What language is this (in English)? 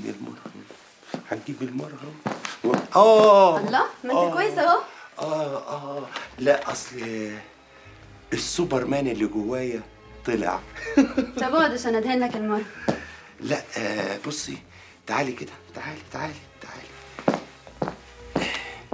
Egyptian Arabic